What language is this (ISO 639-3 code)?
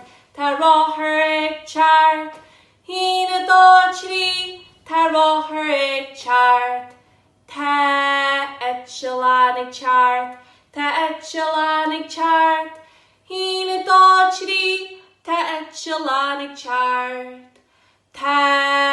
gle